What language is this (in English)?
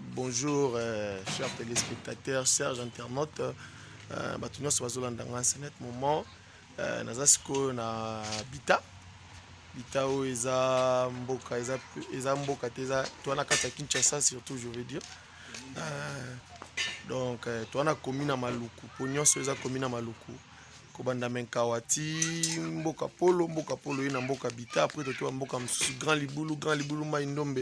Lingala